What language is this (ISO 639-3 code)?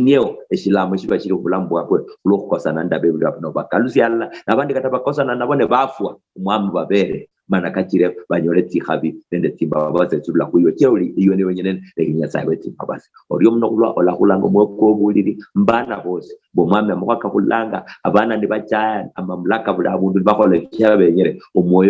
luy